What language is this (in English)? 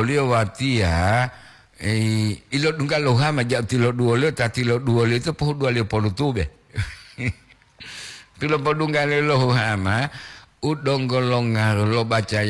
Gorontalo